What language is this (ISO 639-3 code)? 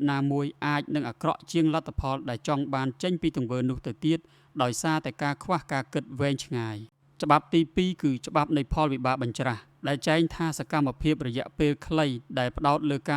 khm